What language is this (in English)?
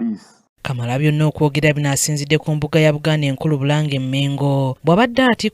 Ganda